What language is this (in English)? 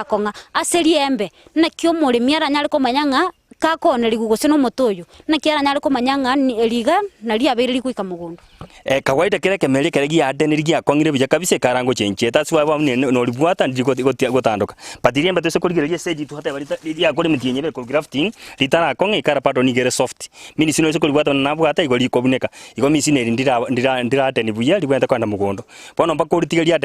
Gusii